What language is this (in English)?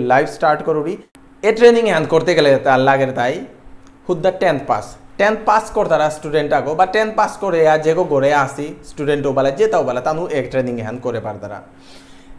Bishnupriya